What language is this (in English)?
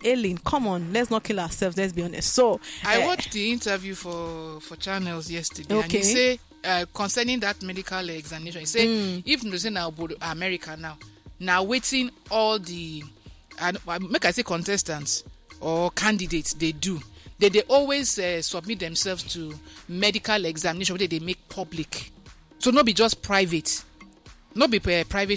Nigerian Pidgin